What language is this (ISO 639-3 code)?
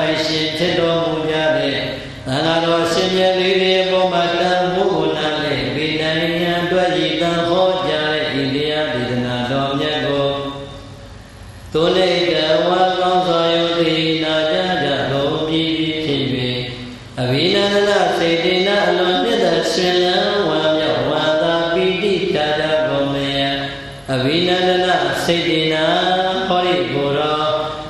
mya